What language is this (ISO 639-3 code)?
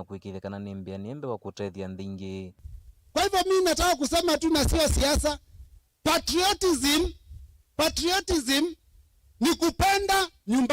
kam